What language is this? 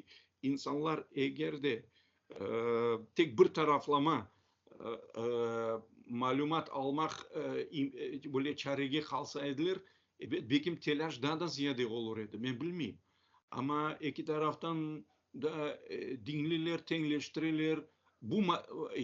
Crimean Tatar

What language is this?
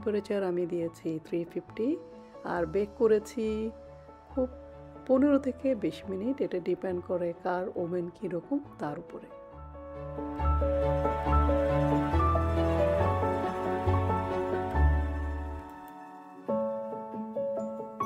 Bangla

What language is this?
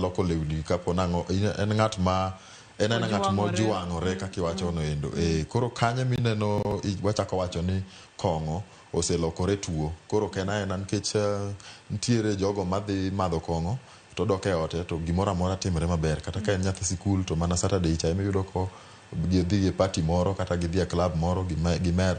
Luo (Kenya and Tanzania)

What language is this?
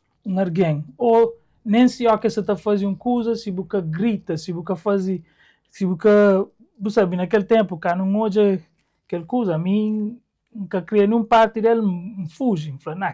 Kabuverdianu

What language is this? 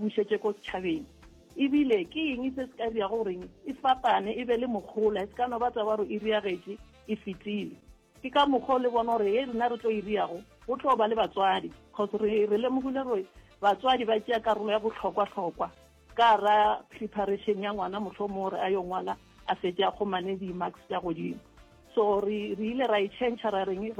Northern Sotho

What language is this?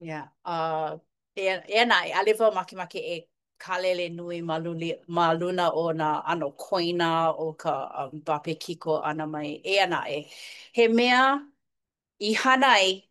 Hawaiian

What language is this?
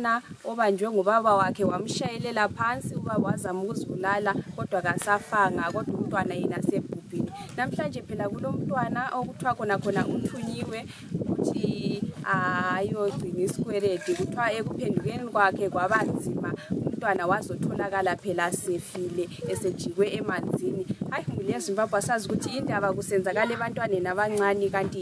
Shona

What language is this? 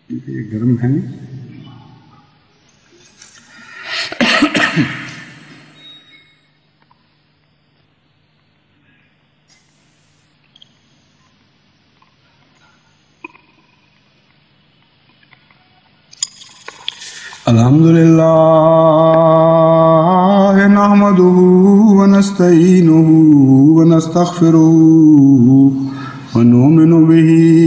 Urdu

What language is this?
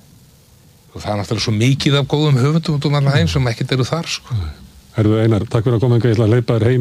Icelandic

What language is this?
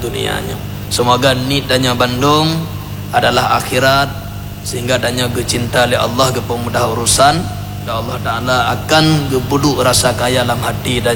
Achinese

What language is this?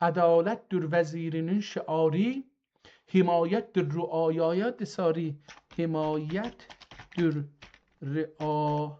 South Azerbaijani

